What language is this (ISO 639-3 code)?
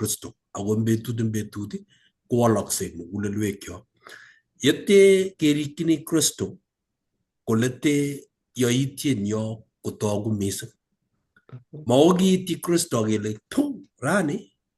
kln